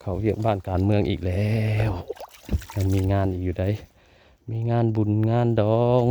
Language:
Northeastern Thai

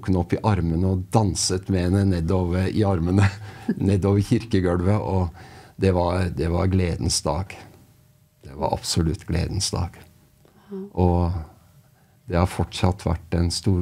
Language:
Norwegian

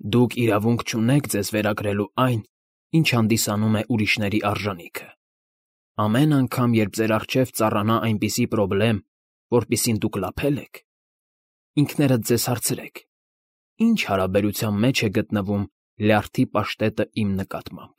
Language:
Armenian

